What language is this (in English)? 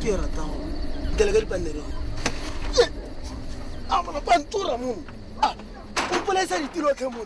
Tswana